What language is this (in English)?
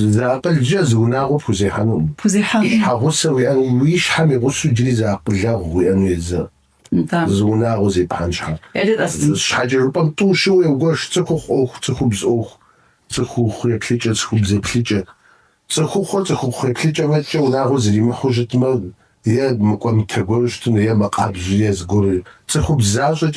Kabardian